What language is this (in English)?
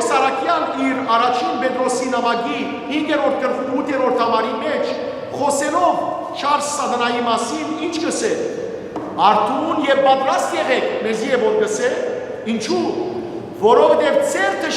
Western Armenian